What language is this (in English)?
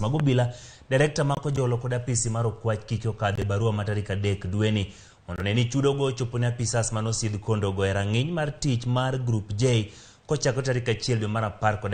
Luo (Kenya and Tanzania)